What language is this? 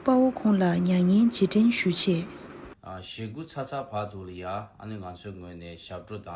Tibetan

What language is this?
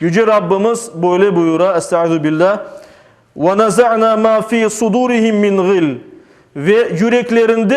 Crimean Tatar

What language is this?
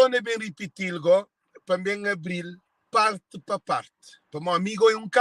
Kabuverdianu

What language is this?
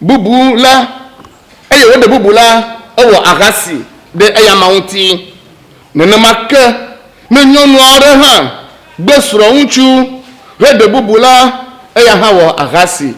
Ewe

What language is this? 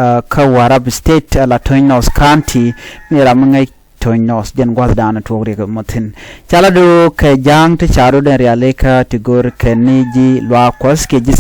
Nuer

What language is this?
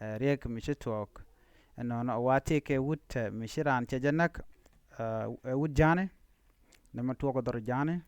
Nuer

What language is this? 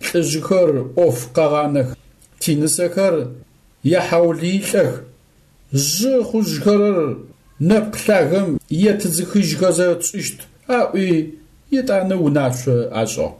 Adyghe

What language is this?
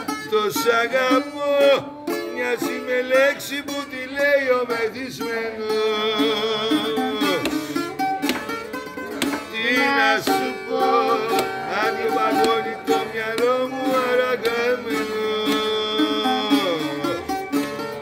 Greek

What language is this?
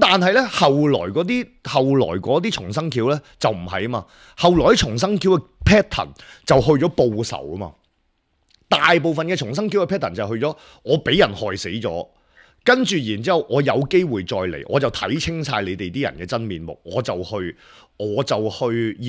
Cantonese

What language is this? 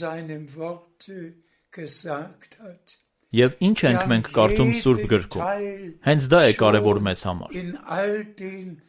Armenian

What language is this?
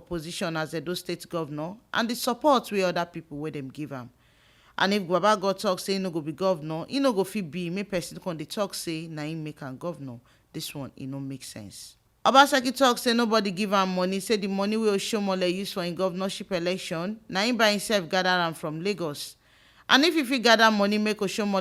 Nigerian Pidgin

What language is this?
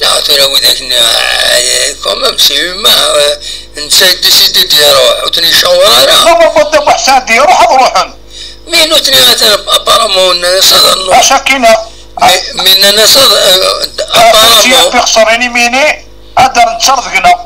Kabyle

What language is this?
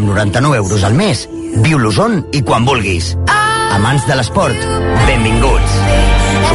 Catalan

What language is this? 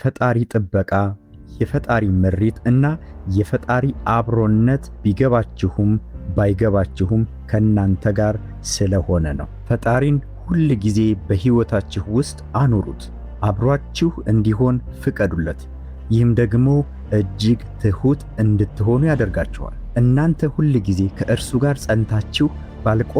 Amharic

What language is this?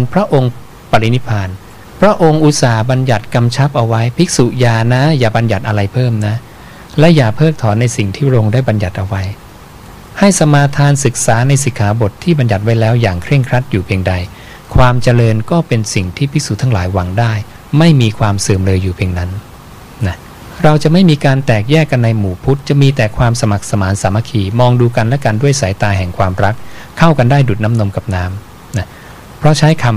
Thai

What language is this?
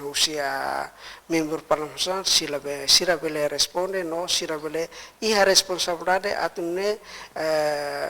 Tetum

